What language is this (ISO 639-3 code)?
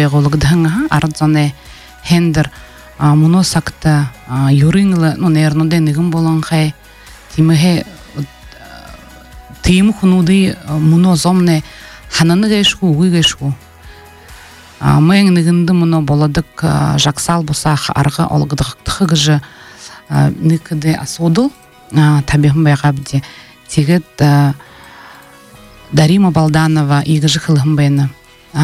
bua